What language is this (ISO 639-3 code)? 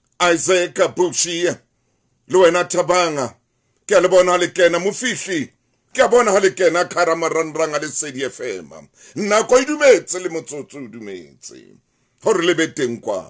sot